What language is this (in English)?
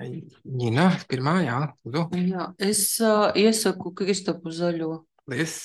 Latvian